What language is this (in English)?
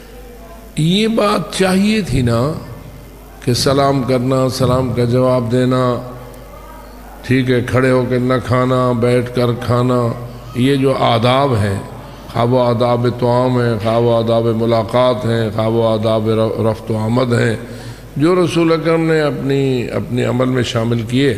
Urdu